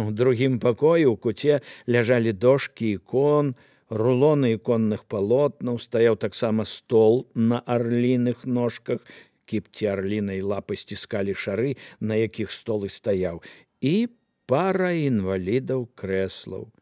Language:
Belarusian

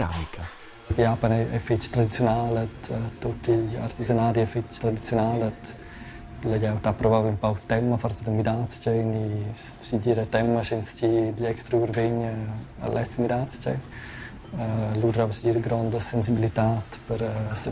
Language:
Romansh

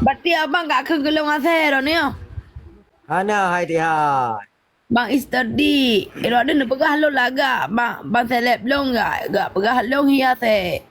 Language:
Achinese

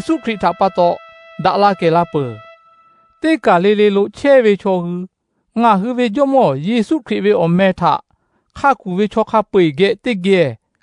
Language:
Lahu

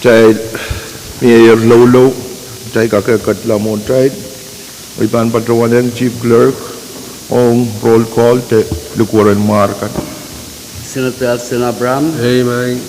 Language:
Pohnpeian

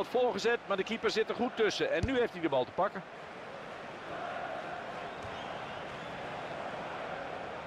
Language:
Dutch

